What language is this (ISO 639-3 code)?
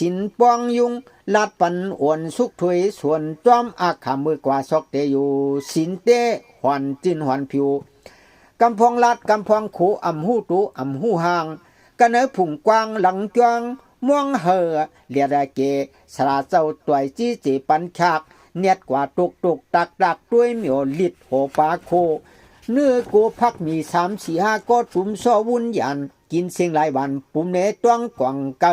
shn